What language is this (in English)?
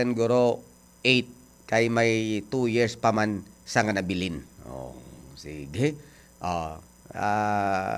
Hiligaynon